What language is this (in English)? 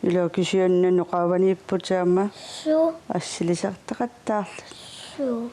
Kalaallisut